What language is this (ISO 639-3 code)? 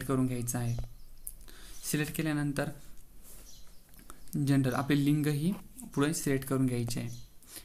mar